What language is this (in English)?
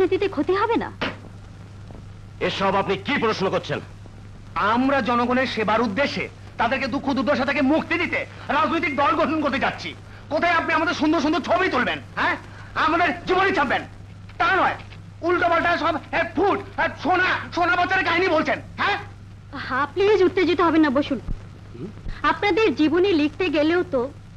Bangla